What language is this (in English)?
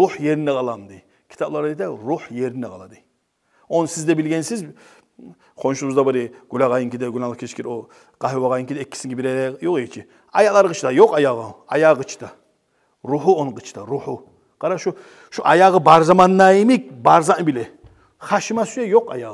Kumyk